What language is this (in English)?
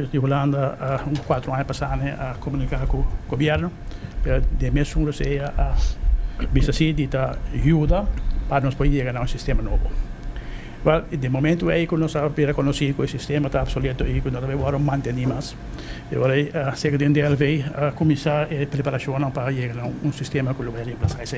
Papiamento